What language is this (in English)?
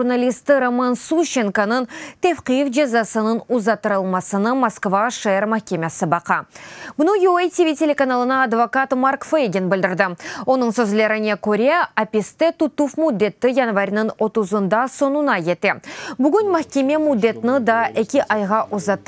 Crimean Tatar